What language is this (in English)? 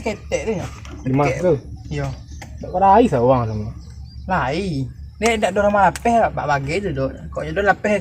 Minangkabau